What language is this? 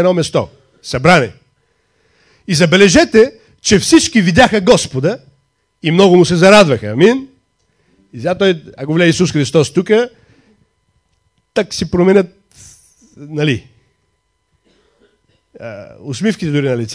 Bulgarian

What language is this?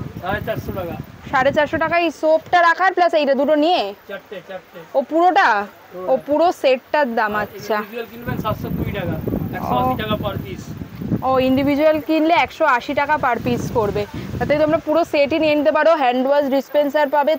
Bangla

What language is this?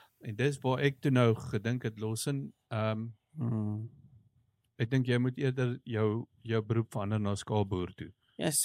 Afrikaans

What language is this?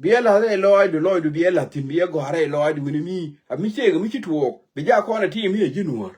Nuer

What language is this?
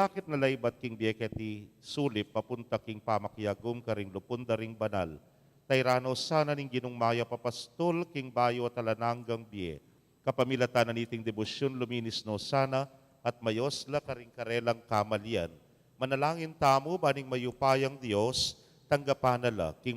Pampanga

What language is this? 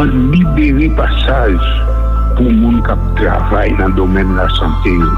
Haitian Creole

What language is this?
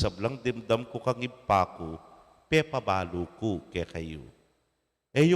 Pampanga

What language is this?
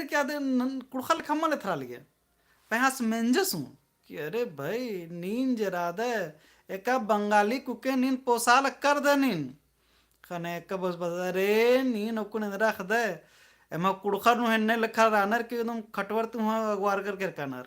Kurukh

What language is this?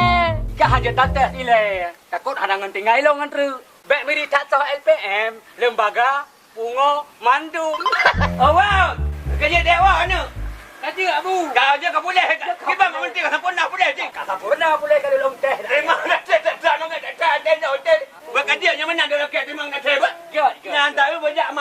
Achinese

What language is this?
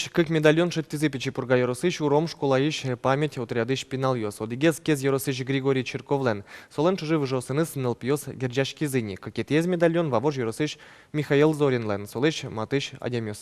Udmurt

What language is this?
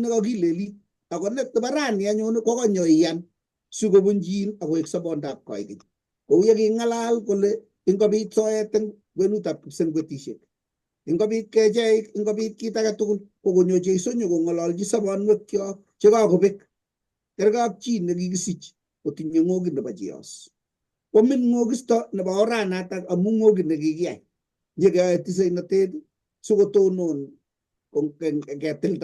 Kalenjin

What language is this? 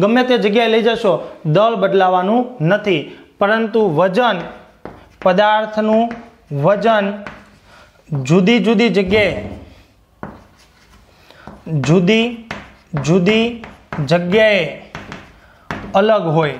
Gujarati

